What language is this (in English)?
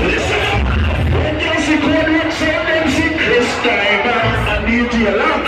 Jamaican Creole English